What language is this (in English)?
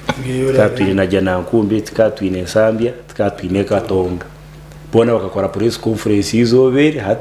Nyankole